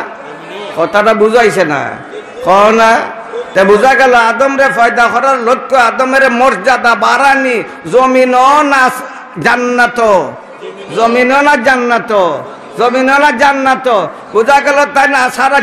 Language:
Sylheti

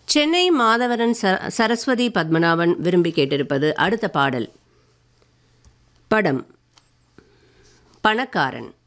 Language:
Tamil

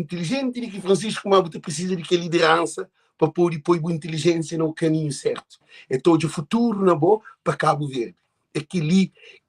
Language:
Kabuverdianu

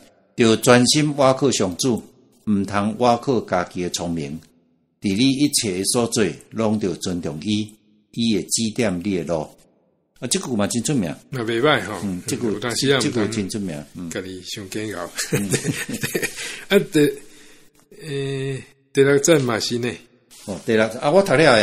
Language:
Min Nan Chinese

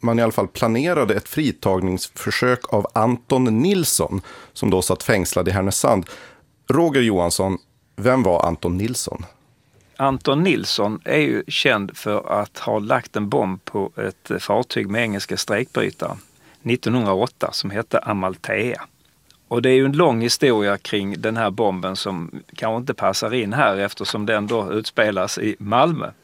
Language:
Swedish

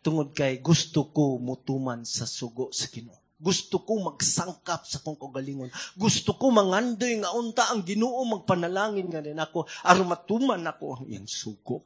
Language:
Cebuano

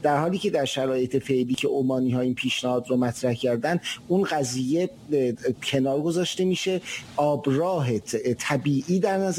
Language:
Persian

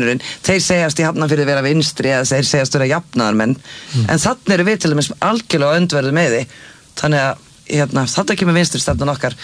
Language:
Icelandic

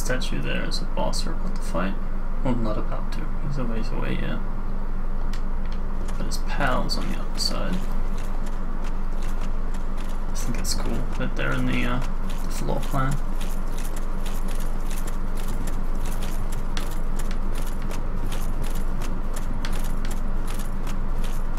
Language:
English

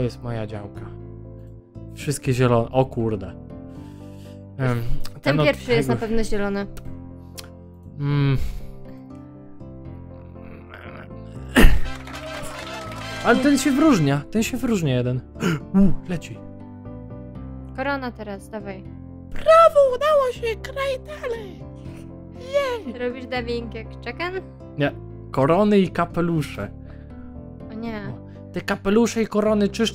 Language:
Polish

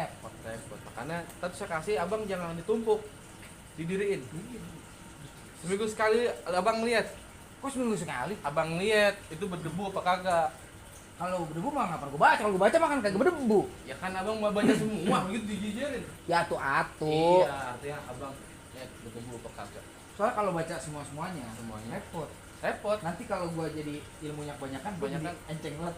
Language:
Betawi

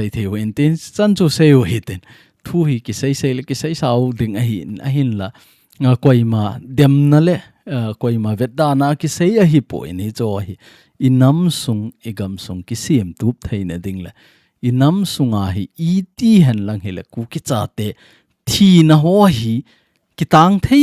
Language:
Thado Chin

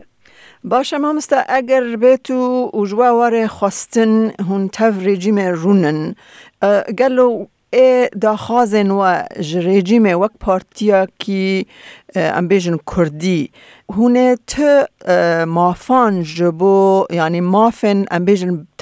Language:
Kurdish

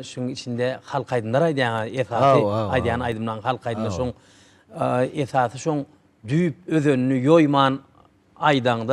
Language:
Turkmen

